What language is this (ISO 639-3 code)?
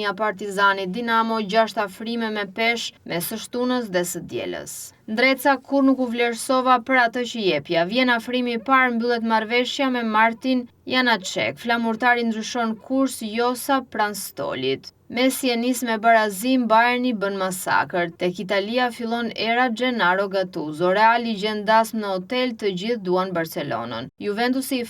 sqi